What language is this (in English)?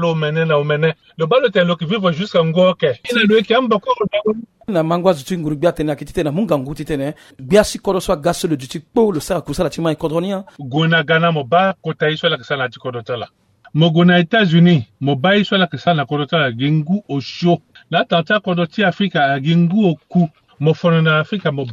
Sango